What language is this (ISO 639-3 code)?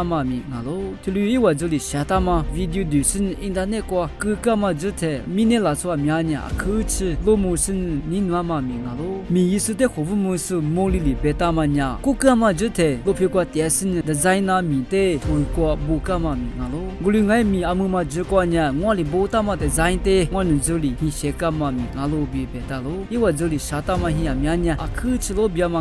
lis